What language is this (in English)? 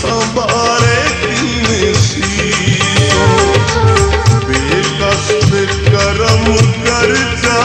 Saraiki